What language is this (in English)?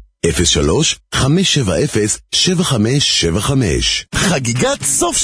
Hebrew